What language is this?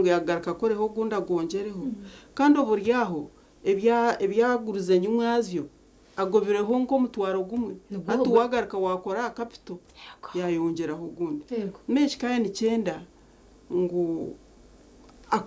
Nyankole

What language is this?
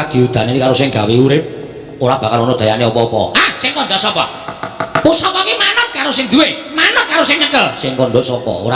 Javanese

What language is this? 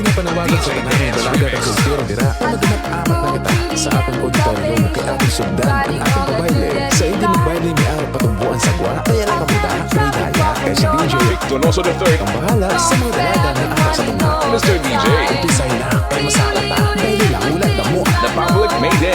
Hiligaynon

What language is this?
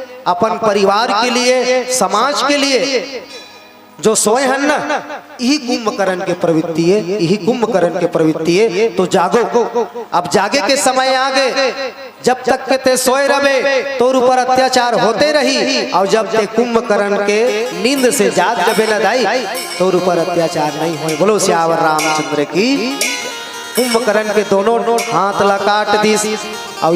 Chhattisgarhi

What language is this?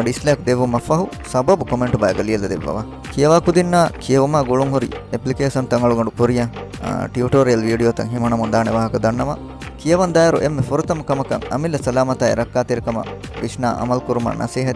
Divehi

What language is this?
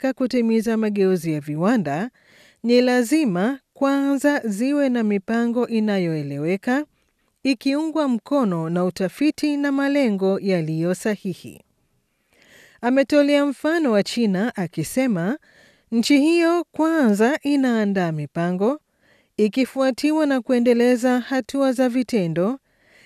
Swahili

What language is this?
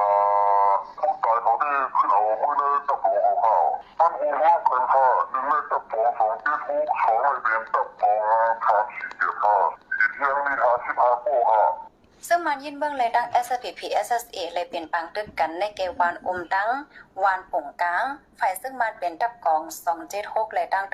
Shan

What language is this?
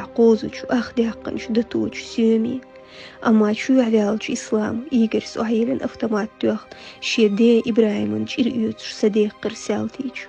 Chechen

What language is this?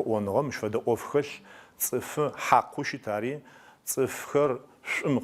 Adyghe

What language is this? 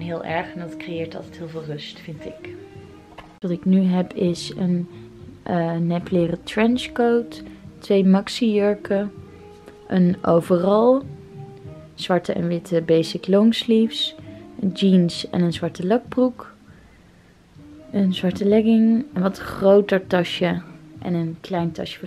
Dutch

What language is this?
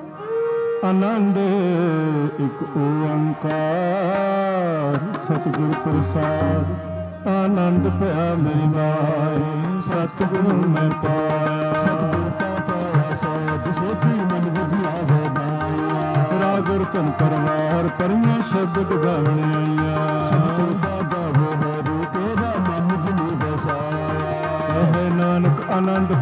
Punjabi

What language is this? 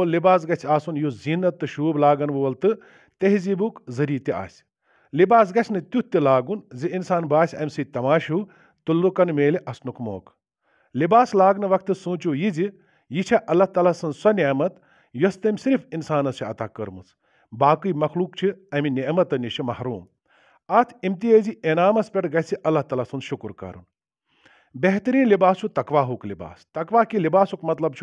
Kashmiri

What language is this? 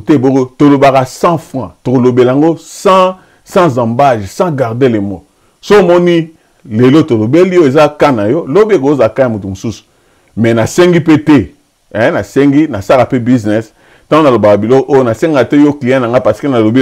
Lingala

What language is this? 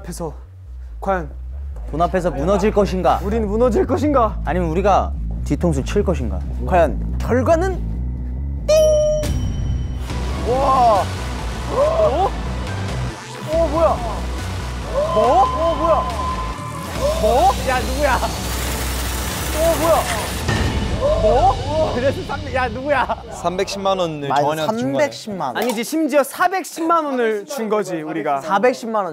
Korean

